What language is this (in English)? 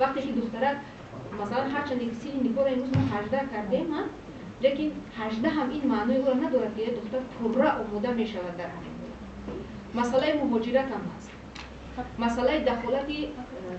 Tajik